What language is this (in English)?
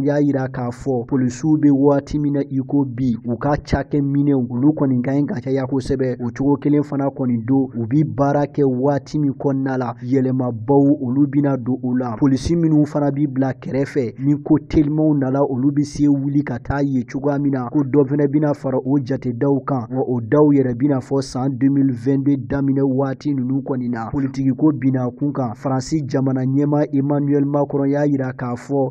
Bambara